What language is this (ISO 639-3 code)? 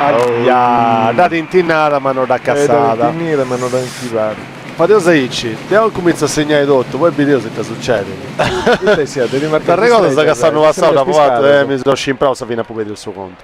srd